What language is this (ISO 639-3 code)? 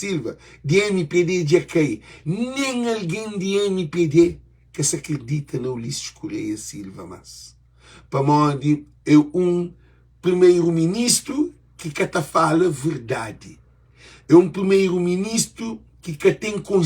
kea